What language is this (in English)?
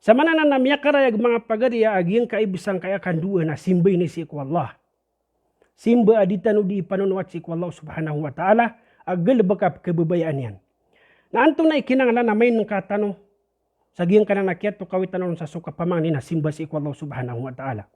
Maranao